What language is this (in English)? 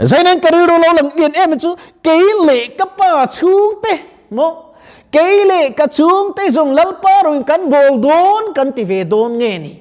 Mizo